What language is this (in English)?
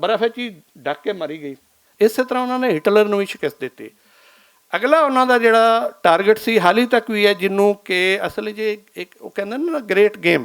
Western Panjabi